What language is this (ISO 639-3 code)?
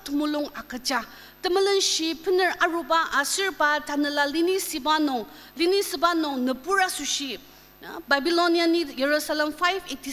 njo